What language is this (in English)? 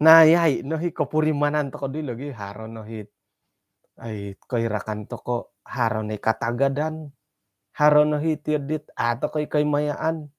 Central Dusun